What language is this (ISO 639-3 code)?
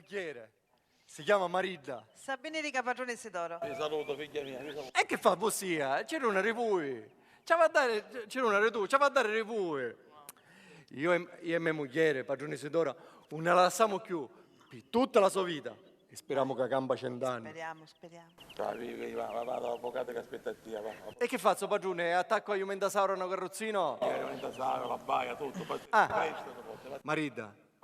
scn